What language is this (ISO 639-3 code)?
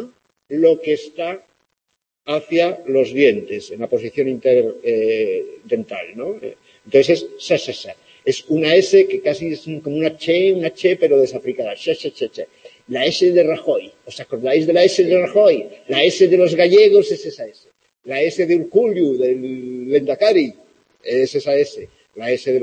spa